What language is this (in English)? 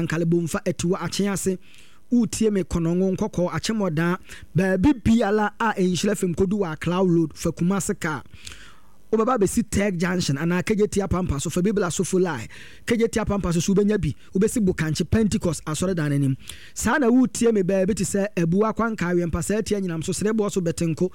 Akan